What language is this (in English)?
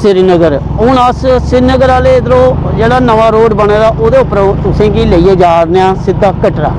Dogri